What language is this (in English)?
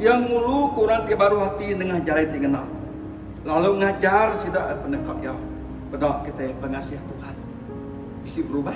Iban